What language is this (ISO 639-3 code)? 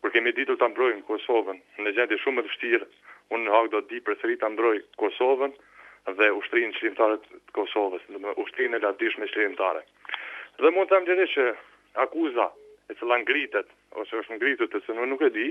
sqi